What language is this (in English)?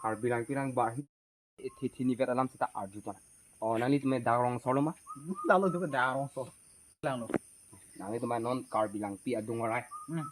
Karbi